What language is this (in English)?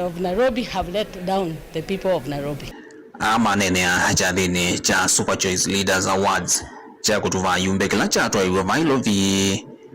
Kamba